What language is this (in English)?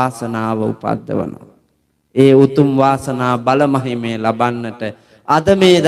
Sinhala